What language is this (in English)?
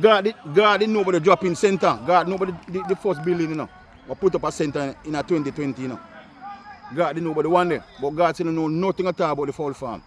Jamaican Creole English